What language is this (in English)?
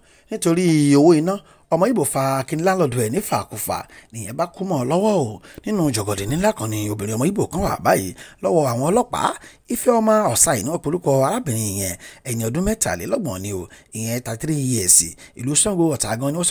Yoruba